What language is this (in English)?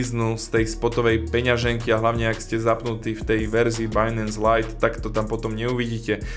Slovak